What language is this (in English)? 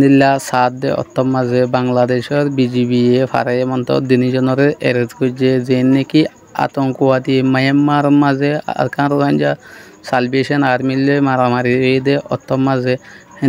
Rohingya